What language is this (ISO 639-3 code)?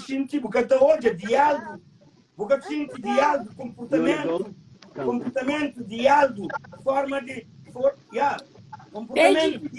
kea